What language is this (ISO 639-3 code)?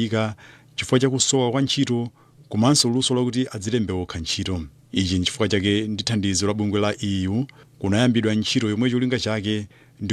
nya